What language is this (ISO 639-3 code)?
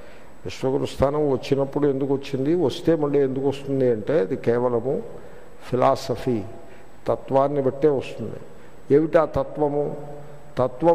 tel